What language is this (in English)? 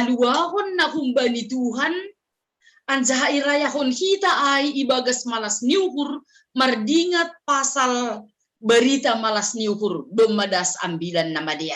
Batak Simalungun